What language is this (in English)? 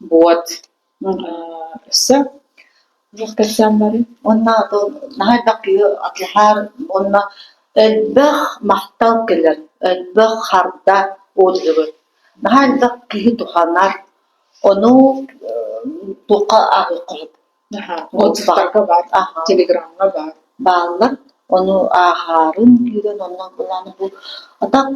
Yakut